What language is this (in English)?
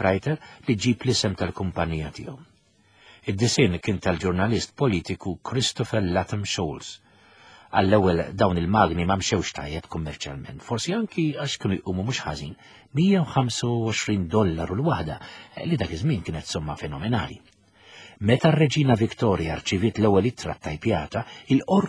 Maltese